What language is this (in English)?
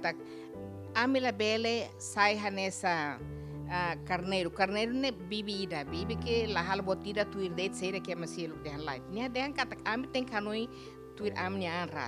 Tetum